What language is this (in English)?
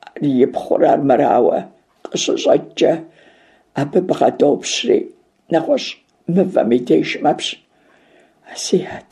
Kabardian